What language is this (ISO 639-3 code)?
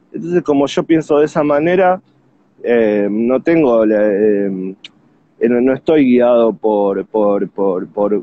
spa